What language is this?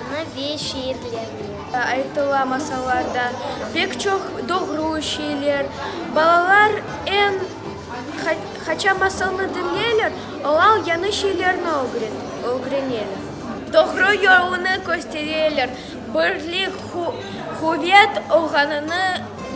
Crimean Tatar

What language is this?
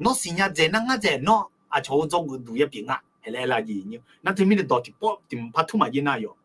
Akha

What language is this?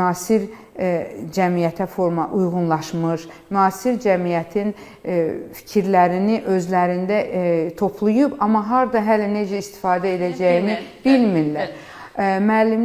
Azerbaijani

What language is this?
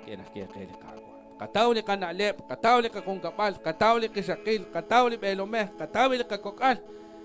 Kekchí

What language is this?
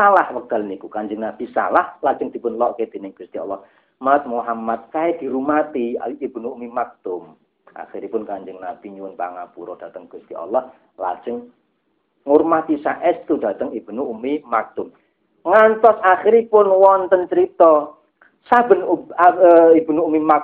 Javanese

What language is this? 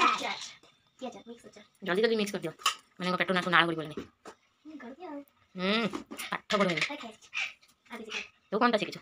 Odia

